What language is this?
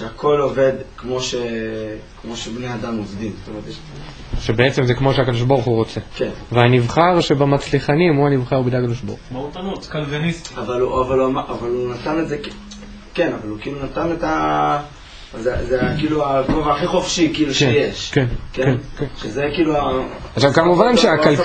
Hebrew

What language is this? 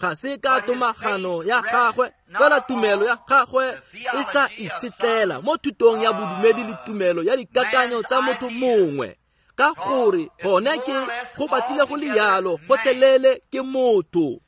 Tswana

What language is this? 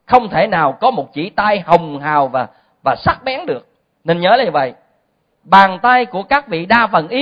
Vietnamese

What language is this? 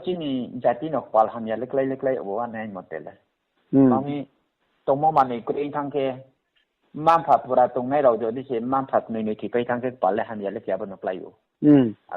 Riang (India)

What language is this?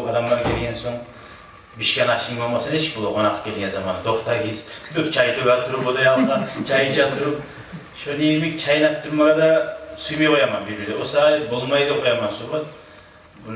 Kumyk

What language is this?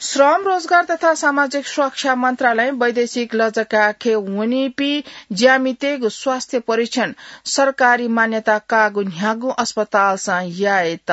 Newari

